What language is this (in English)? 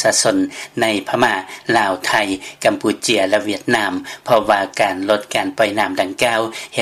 Lao